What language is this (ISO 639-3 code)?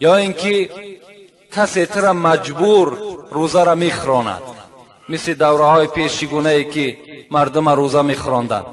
tgk